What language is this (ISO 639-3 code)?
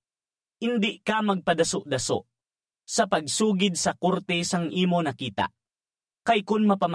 hil